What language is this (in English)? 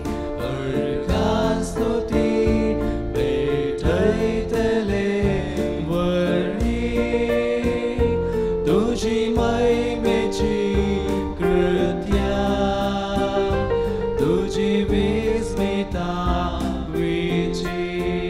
Konkani